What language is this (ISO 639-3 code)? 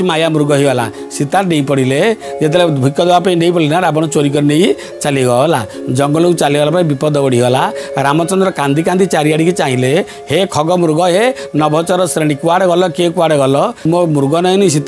ori